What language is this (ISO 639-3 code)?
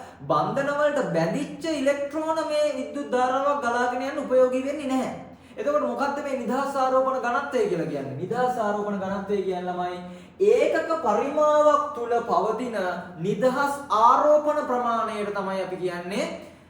sin